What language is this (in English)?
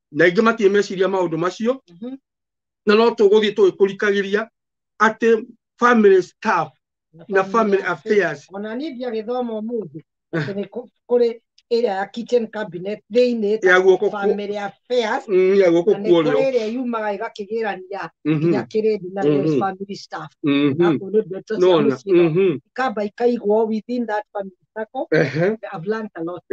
Kikuyu